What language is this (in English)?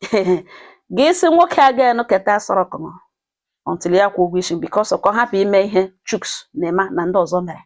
Igbo